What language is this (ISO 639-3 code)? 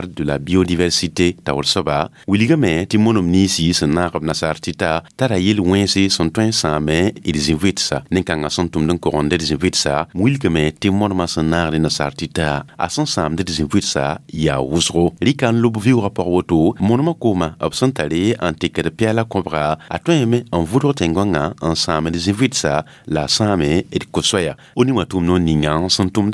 mos